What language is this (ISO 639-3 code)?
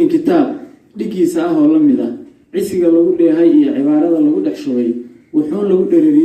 som